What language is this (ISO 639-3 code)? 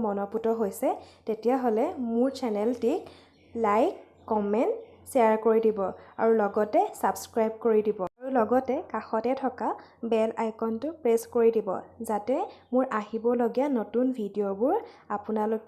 asm